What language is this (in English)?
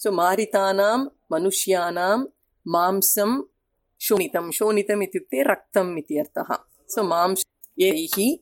Sanskrit